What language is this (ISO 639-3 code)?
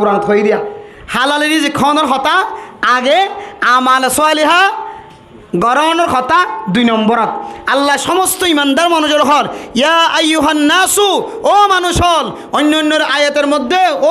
rhg